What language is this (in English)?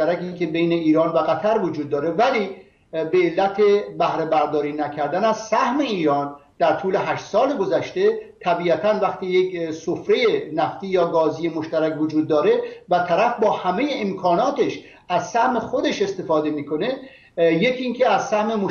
Persian